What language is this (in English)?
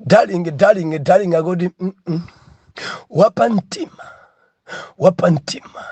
Nyanja